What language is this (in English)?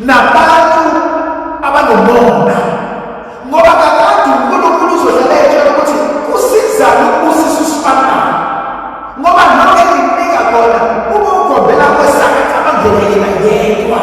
Zulu